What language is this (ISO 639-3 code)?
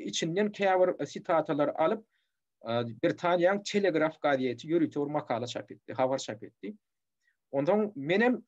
tuk